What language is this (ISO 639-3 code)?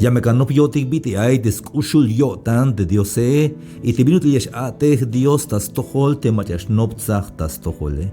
tzh